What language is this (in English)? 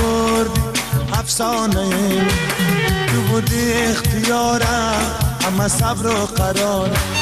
Persian